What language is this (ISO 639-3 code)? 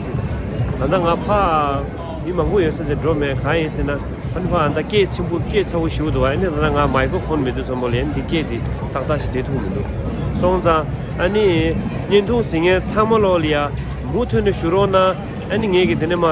bod